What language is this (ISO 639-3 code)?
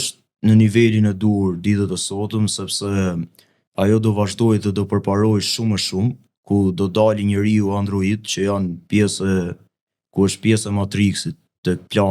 sqi